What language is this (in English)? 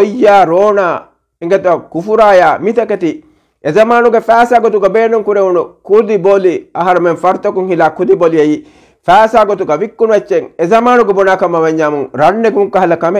Divehi